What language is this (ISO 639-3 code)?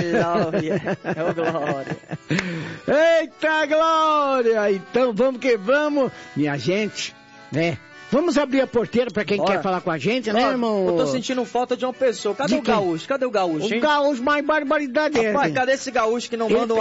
por